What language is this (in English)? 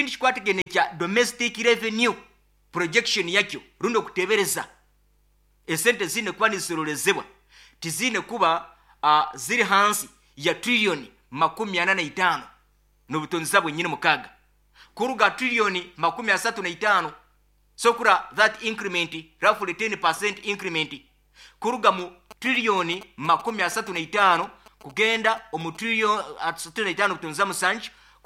Nyoro